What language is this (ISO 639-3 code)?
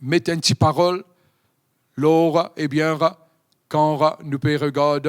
mfe